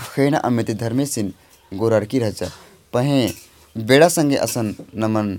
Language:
Kurukh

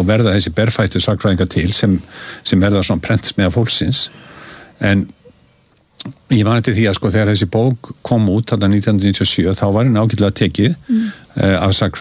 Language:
Icelandic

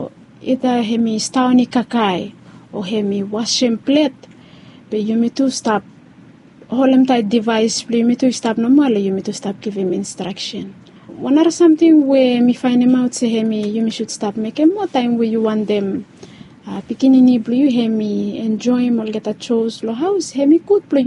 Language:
Bislama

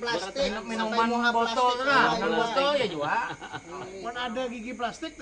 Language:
Banjar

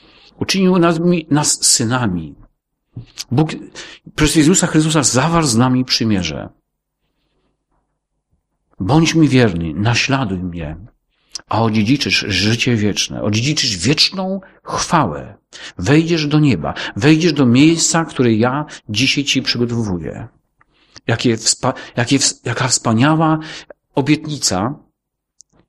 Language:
Polish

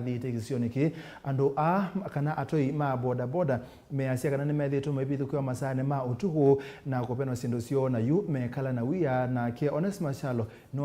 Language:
Kamba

